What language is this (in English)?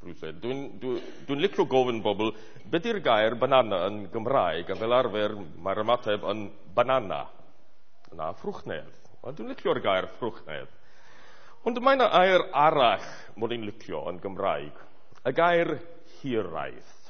Welsh